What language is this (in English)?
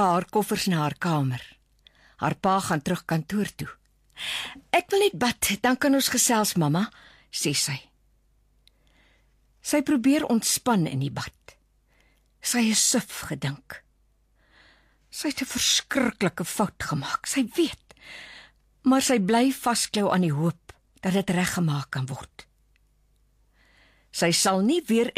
Afrikaans